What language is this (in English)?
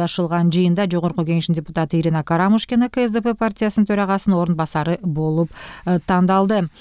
Kyrgyz